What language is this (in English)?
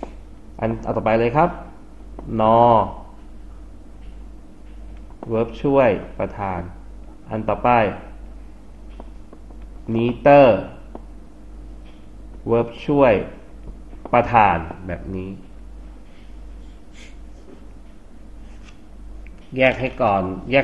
Thai